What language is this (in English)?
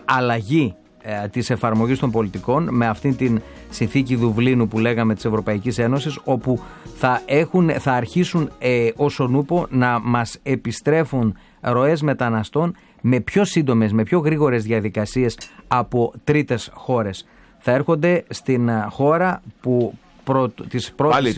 Greek